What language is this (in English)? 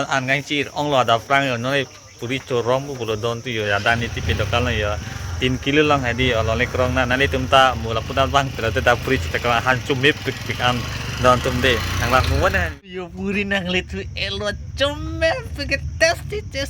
Karbi